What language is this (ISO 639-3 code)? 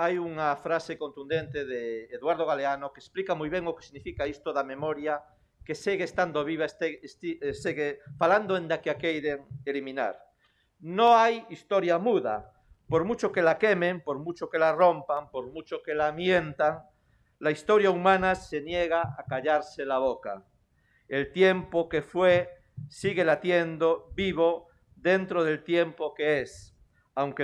glg